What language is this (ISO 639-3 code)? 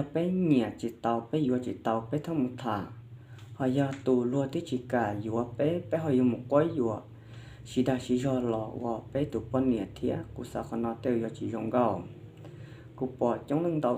hmn